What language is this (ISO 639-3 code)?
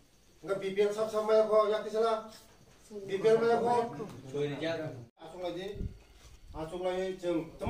trp